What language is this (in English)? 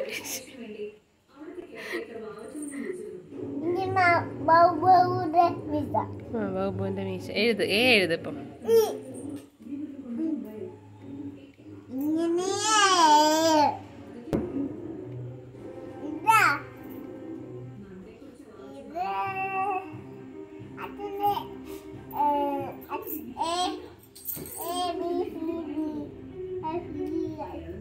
Malayalam